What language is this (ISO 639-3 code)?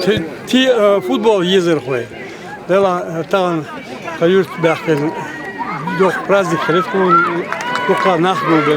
che